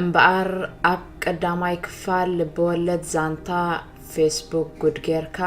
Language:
Tigrinya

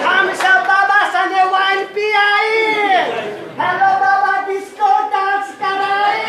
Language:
Maithili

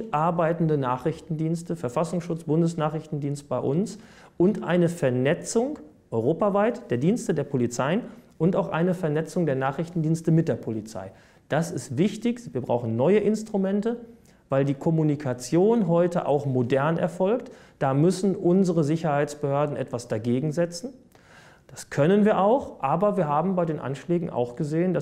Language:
German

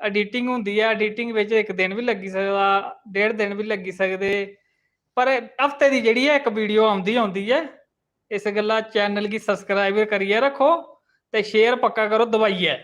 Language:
Dogri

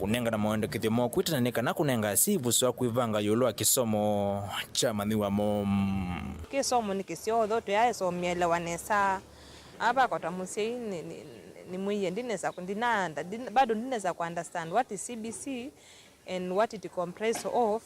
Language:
Kamba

